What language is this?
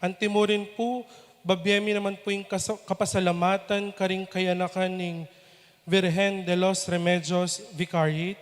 Pampanga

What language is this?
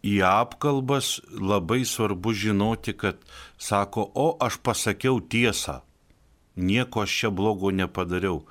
Lithuanian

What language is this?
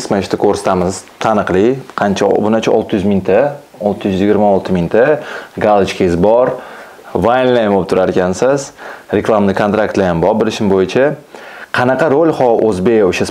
Uzbek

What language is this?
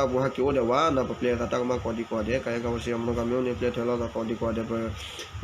S'gaw Karen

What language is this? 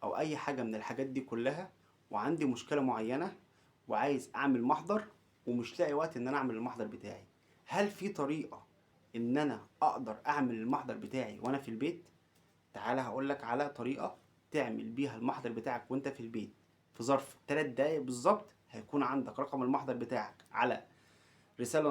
Egyptian Arabic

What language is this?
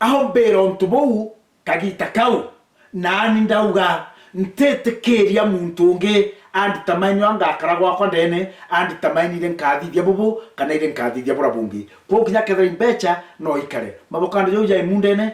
Meru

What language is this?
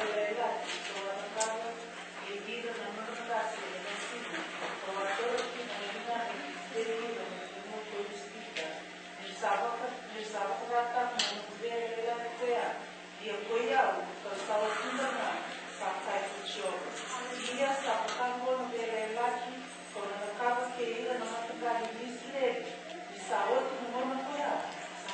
Fijian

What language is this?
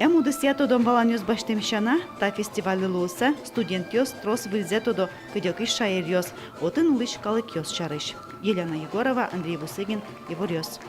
Udmurt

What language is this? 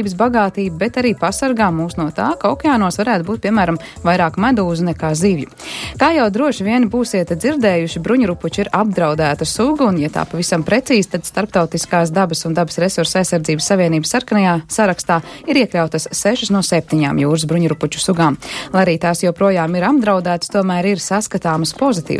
Latvian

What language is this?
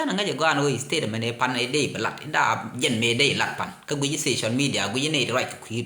Nuer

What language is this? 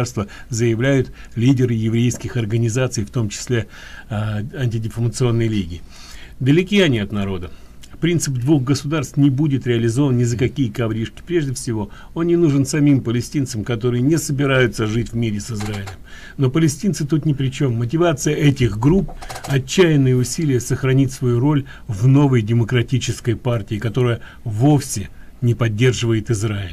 Russian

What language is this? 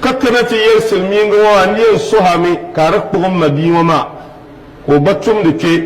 Dagbani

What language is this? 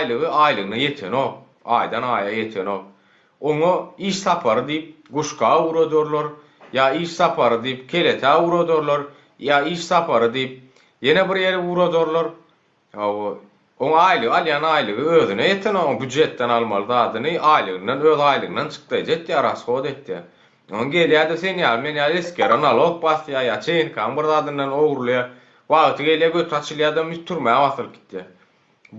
Turkmen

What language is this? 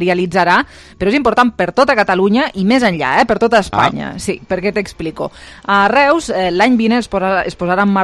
Catalan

